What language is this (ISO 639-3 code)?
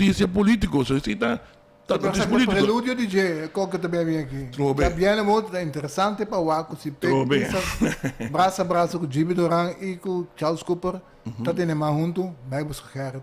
pap